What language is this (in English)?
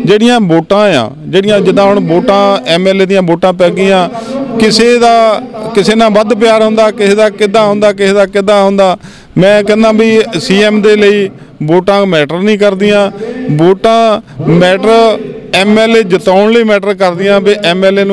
Punjabi